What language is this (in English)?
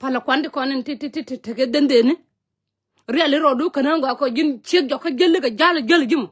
Nuer